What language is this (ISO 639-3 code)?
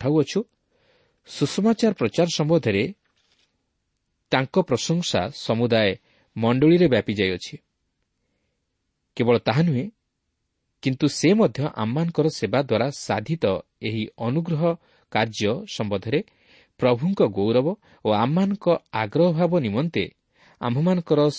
ori